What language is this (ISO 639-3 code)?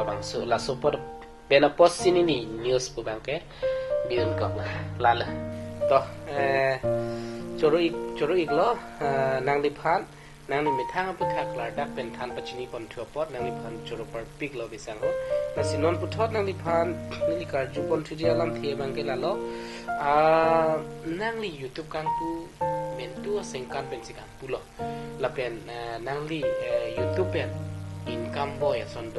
mjw